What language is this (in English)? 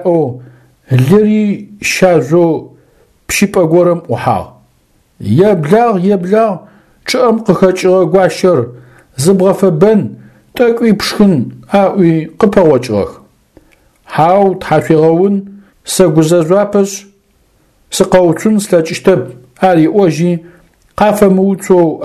Adyghe